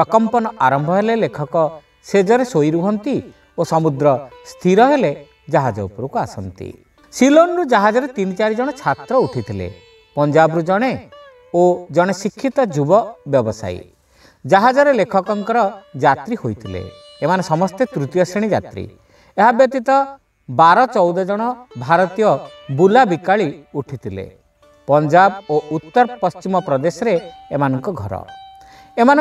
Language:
Odia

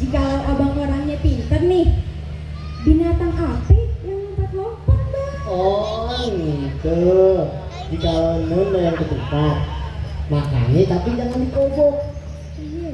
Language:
Betawi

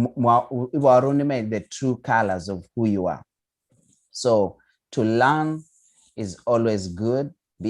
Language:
Kalenjin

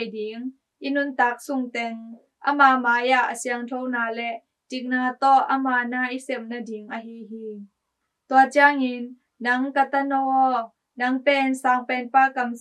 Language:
Tedim Chin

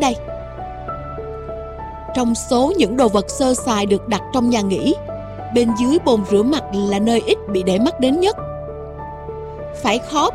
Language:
Vietnamese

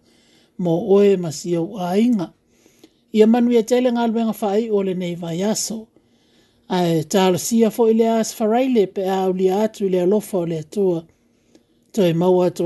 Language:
Samoan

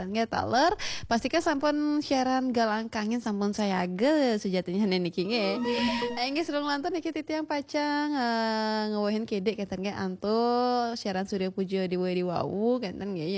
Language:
Balinese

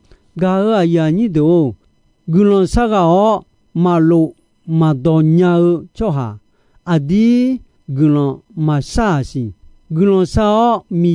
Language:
Akha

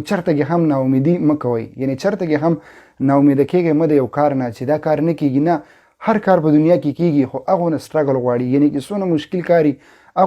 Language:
Pashto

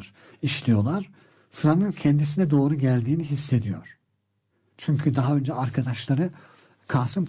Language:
Turkish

